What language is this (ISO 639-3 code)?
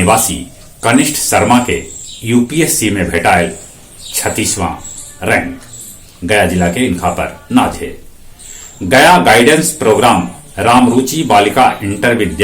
mag